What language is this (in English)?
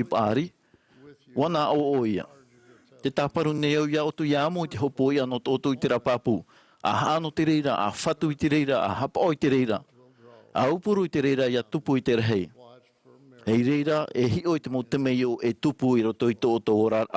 Tahitian